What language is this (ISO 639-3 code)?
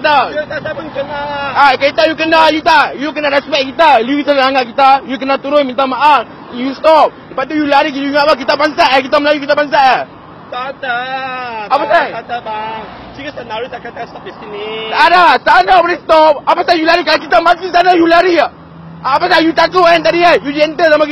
msa